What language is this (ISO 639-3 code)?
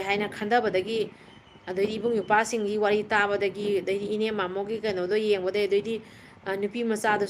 mni